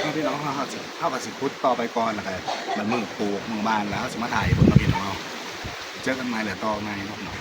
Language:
Northeastern Thai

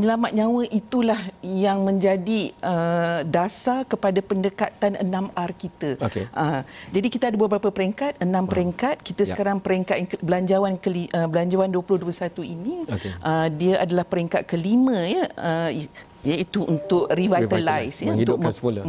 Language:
Malay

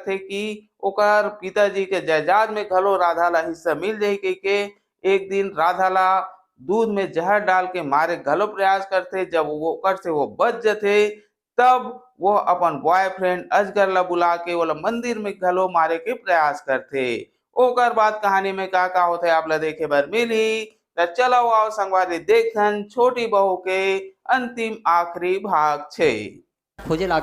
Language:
Chhattisgarhi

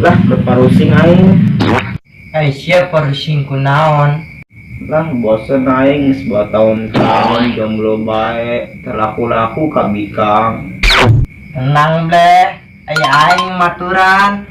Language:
Sundanese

